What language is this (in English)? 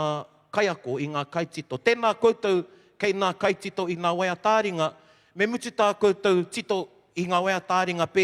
Māori